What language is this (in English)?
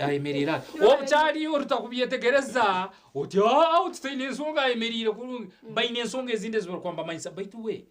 Nyankole